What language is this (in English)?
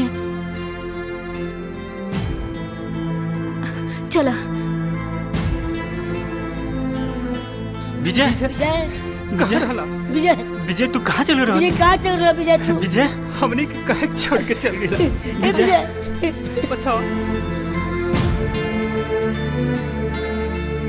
Bhojpuri